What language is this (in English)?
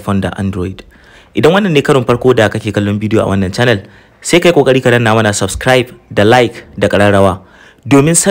Hausa